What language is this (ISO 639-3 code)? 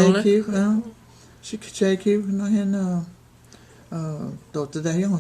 chr